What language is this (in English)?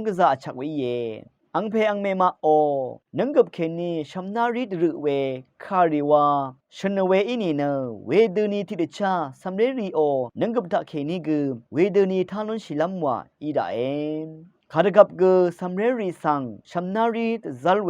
Rawang